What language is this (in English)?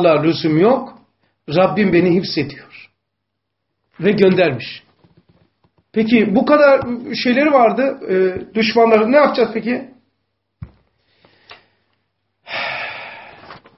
Turkish